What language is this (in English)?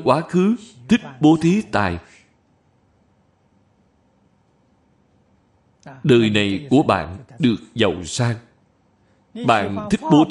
Vietnamese